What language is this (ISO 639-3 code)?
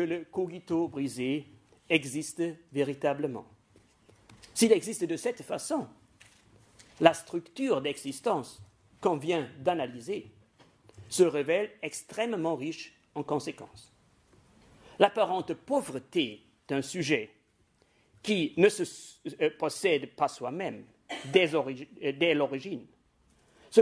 fra